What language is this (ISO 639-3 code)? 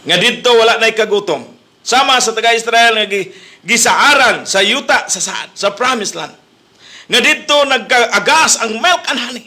ceb